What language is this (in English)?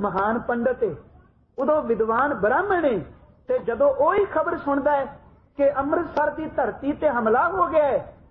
Punjabi